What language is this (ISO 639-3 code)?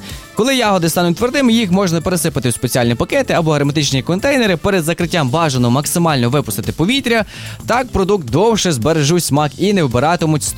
ukr